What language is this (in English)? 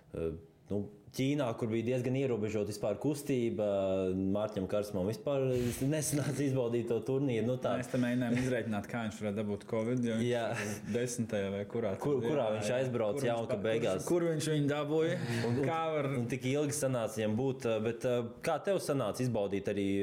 Latvian